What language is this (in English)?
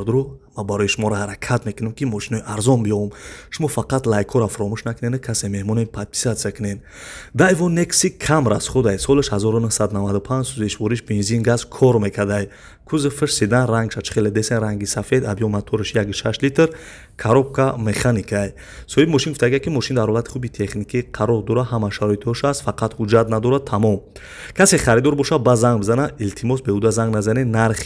Tajik